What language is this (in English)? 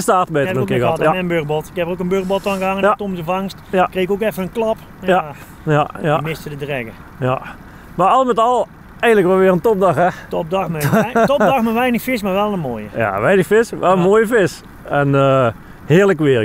Dutch